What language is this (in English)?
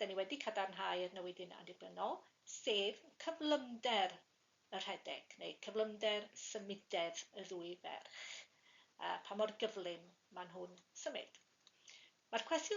Welsh